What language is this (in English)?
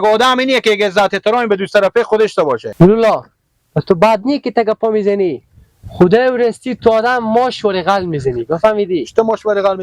Hazaragi